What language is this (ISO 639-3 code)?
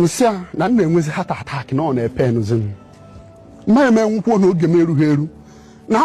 ibo